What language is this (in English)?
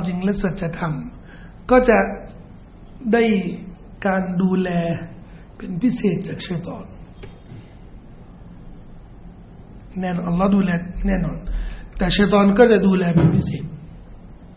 Thai